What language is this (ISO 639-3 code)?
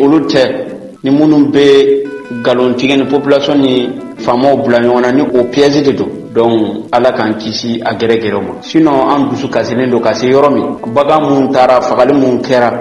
bam